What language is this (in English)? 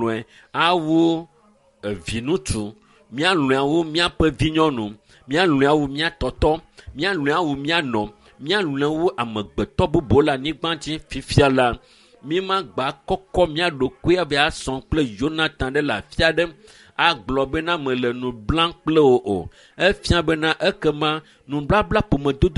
Ewe